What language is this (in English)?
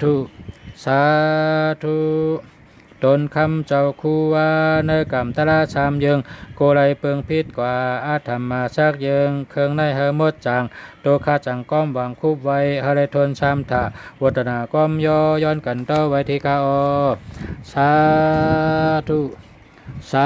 Shan